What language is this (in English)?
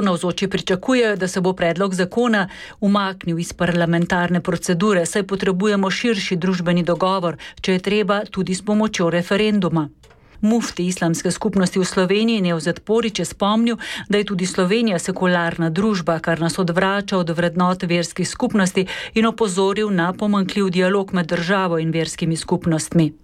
Slovenian